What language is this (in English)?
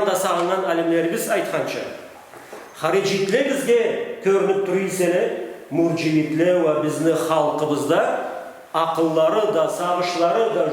Karachay-Balkar